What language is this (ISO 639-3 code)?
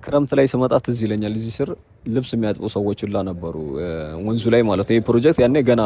amh